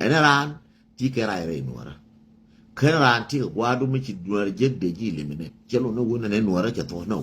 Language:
Nuer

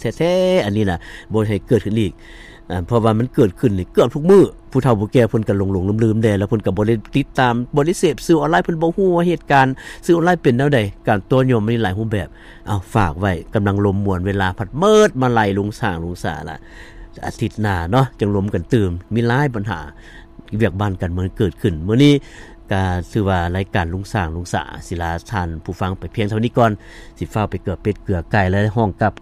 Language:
Lao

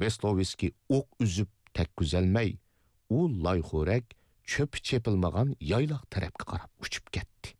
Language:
Uyghur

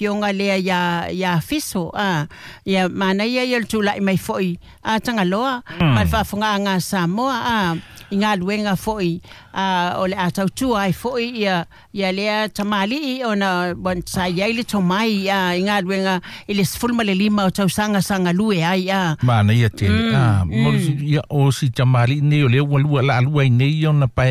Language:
Samoan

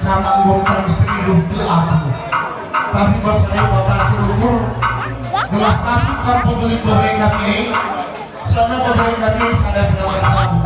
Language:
Batak Karo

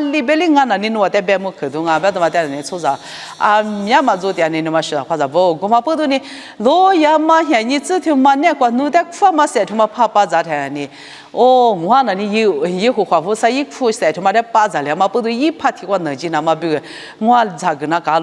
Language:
Lisu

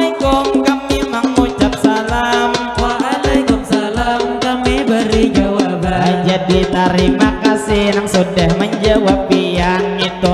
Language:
Banjar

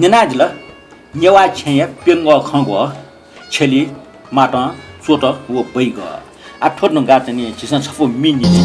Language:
Newari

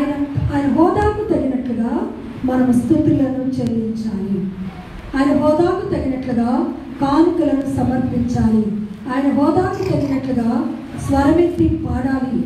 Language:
Telugu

